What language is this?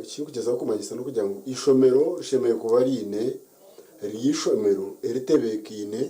Nyankole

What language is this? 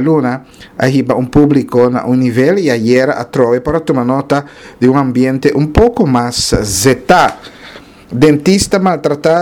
Papiamento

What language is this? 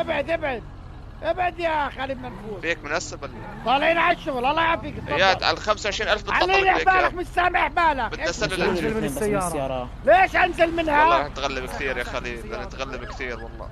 North Levantine Arabic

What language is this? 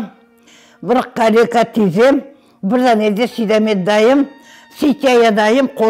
Crimean Tatar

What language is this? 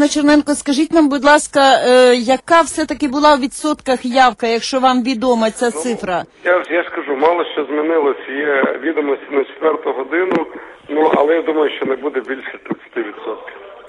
Ukrainian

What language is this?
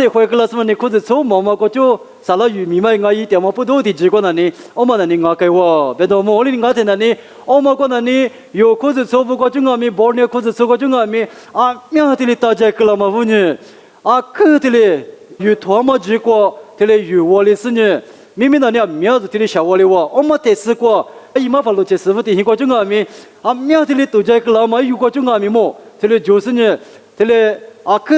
Lisu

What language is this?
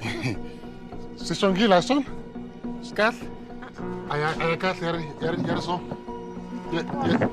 Tsonga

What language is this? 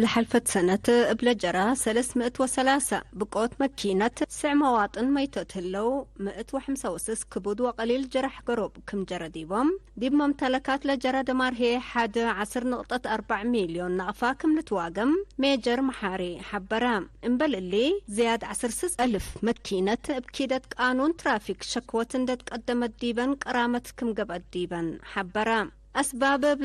Tigre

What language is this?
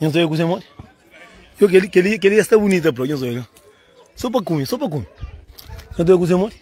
Kabuverdianu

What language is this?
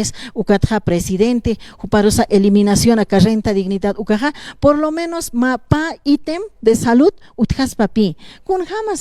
Aymara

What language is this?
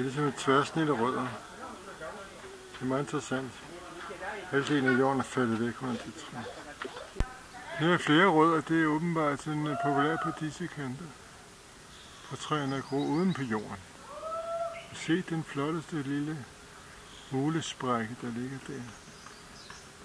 Danish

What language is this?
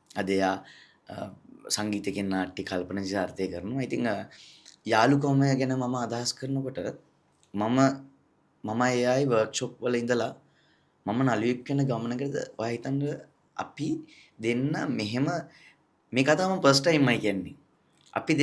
Sinhala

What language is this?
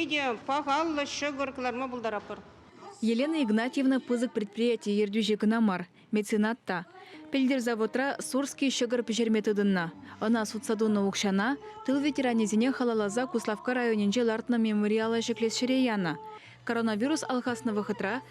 Chuvash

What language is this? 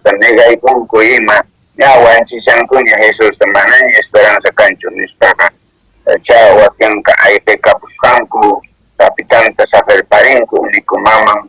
Quechua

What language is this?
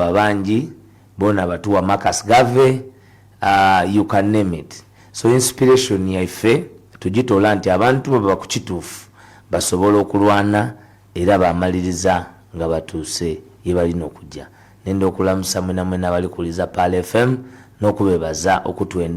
Ganda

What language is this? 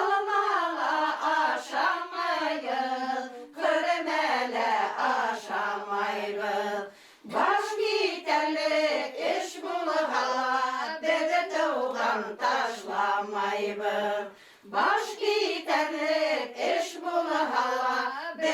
Bashkir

